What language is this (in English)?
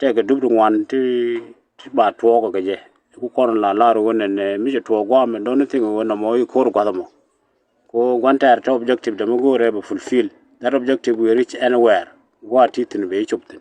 Nuer